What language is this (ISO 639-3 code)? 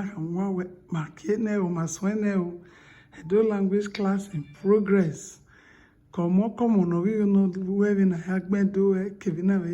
bin